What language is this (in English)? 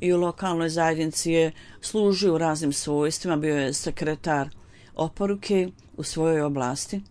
Bosnian